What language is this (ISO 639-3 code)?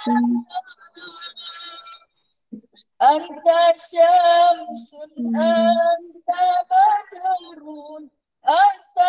msa